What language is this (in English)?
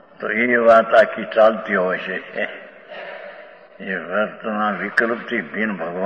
Gujarati